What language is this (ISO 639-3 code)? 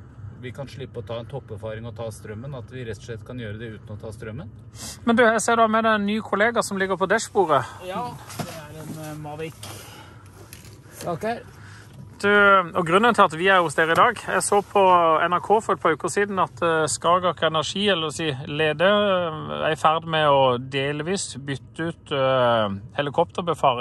nor